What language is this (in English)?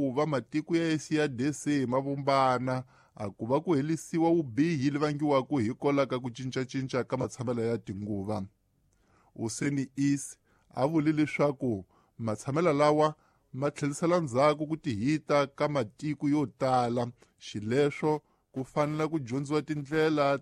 Tsonga